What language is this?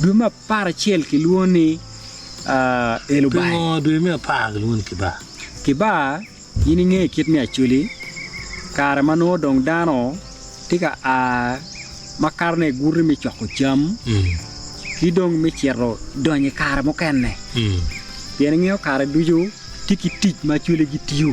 Acoli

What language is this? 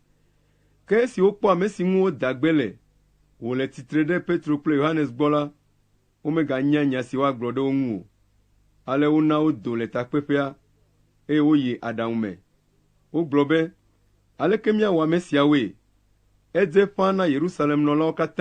Ewe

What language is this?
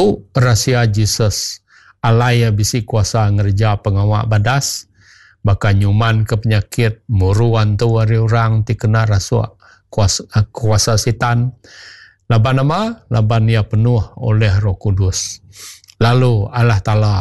Iban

